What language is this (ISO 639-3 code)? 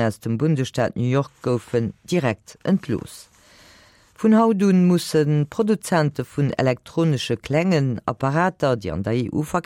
ltz